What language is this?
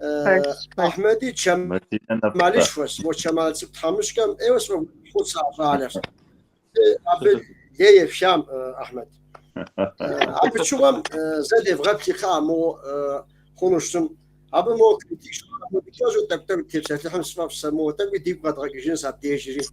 Kabardian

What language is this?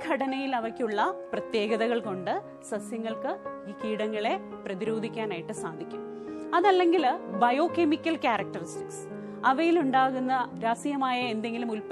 Malayalam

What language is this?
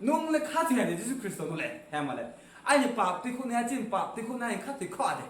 Riang (India)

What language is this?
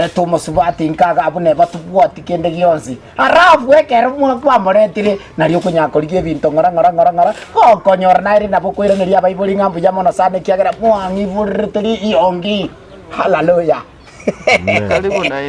Gusii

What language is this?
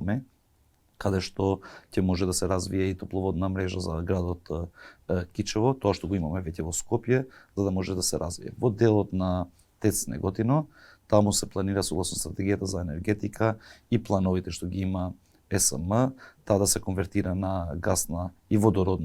Macedonian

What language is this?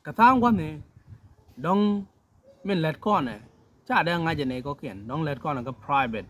Nuer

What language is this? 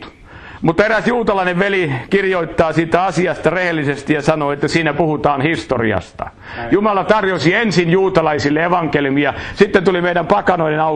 Finnish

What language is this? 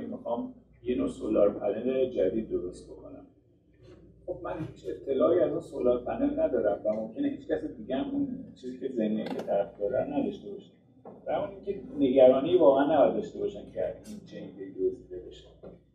Persian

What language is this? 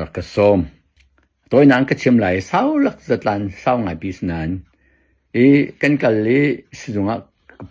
Hakha Chin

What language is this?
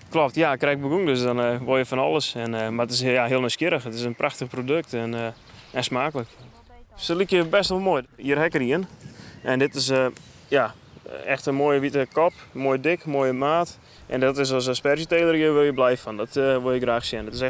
Western Frisian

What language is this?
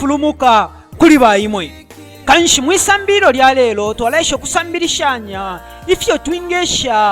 Bemba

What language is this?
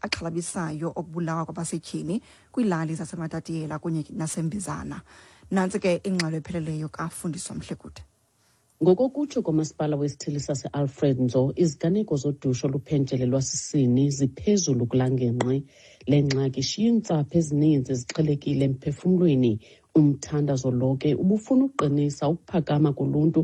Xhosa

